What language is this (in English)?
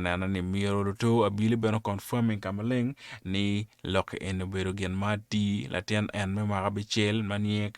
Acoli